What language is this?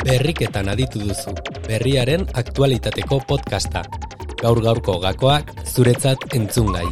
Basque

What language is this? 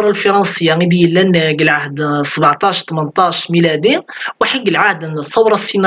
Kabyle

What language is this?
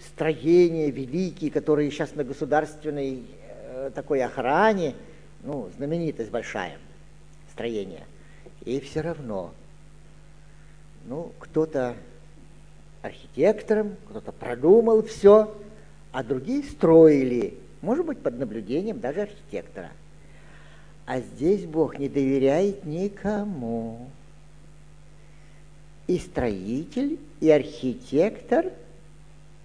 Russian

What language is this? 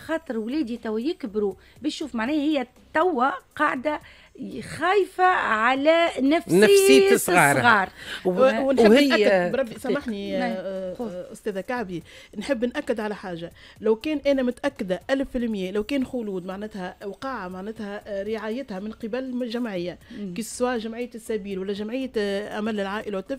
Tunisian Arabic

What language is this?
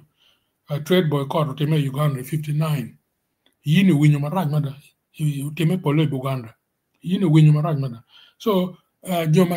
Acoli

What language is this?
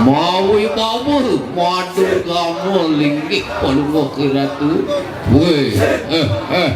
Balinese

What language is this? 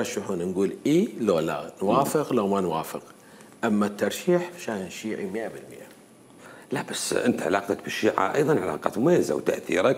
Mesopotamian Arabic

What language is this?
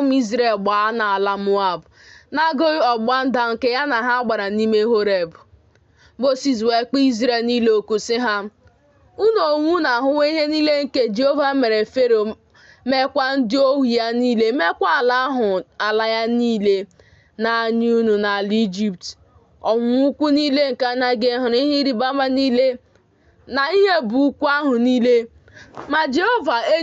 Igbo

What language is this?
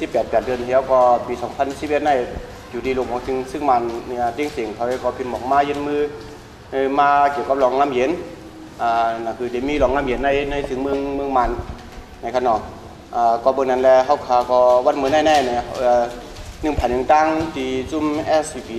Shan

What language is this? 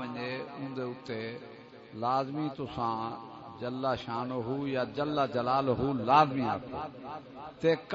Saraiki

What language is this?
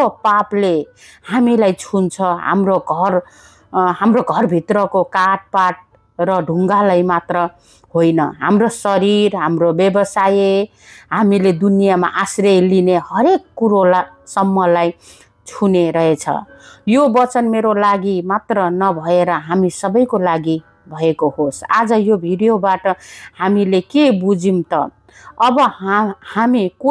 Nepali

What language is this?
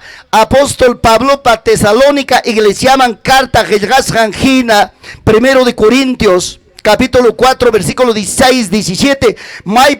Ayacucho Quechua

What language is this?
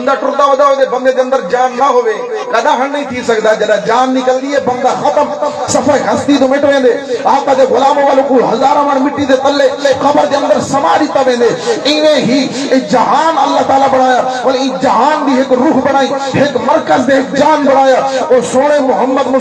Saraiki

